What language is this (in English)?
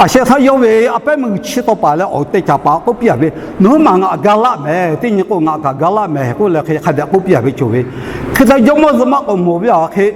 Lahu